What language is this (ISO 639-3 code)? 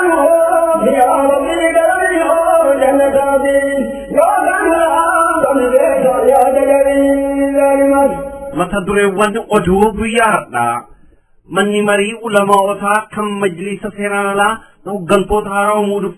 orm